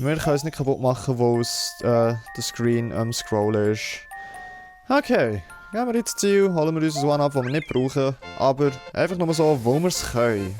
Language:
Swiss German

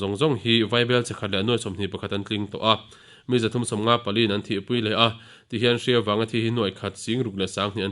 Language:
Mizo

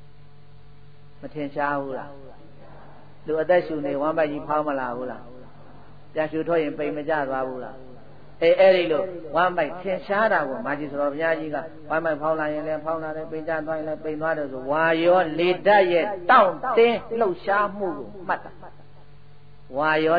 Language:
Burmese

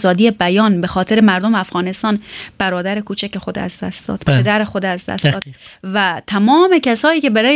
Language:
Persian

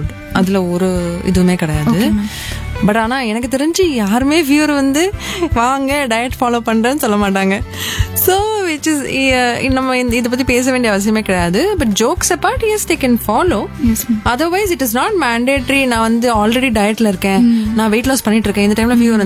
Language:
Tamil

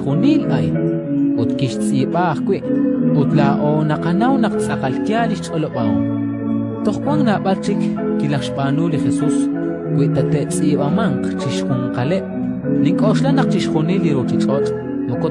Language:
Kekchí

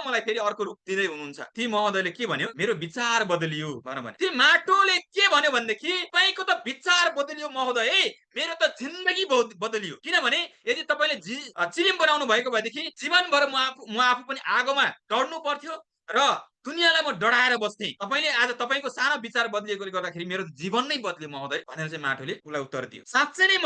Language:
Nepali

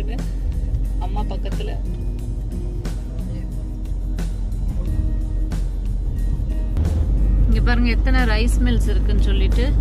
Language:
Tamil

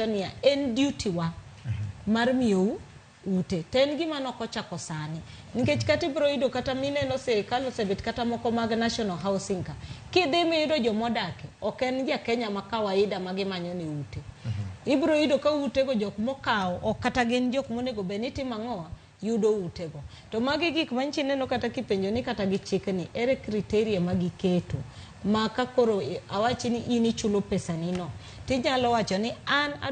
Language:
Luo (Kenya and Tanzania)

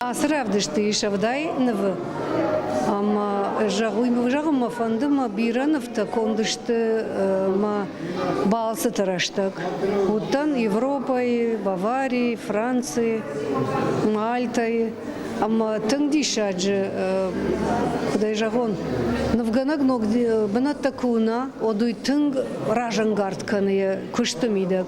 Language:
Ossetic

